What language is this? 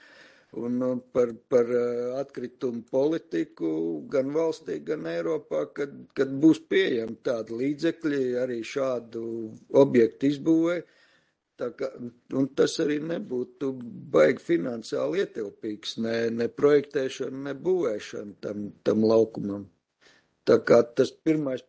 Latvian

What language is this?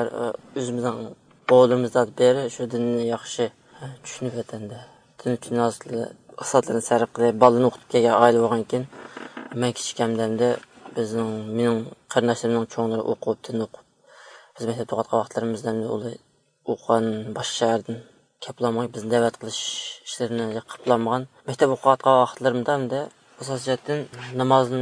Uyghur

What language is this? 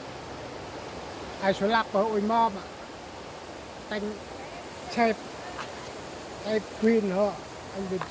Central Mnong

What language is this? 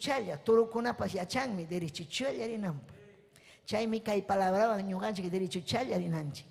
Ayacucho Quechua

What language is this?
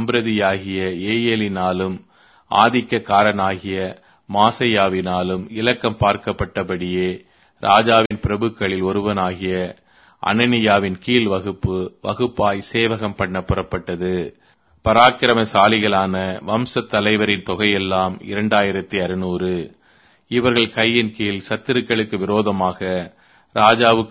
Tamil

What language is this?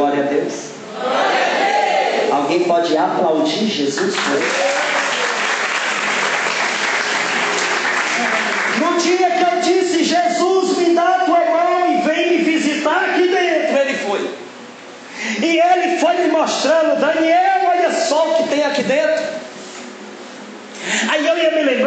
Portuguese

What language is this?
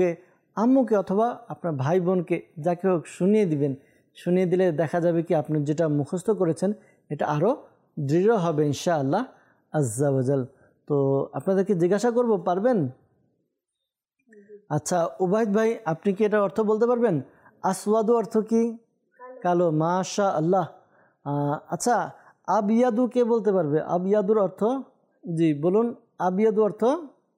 Bangla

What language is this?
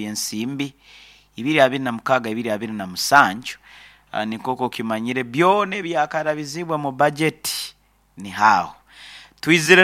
Nyoro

